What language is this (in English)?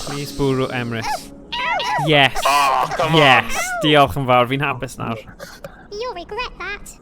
Welsh